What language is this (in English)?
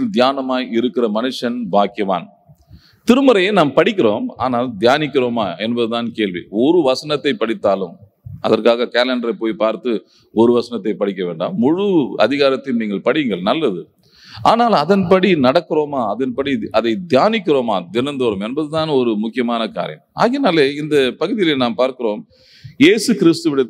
Tamil